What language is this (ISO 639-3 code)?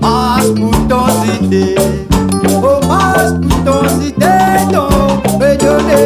rcf